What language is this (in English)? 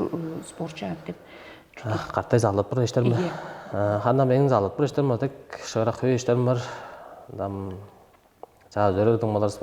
Tuvinian